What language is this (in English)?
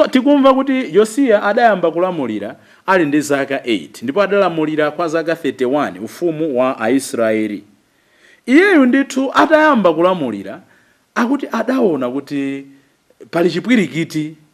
Nyanja